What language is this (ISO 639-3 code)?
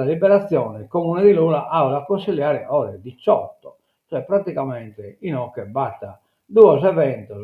srd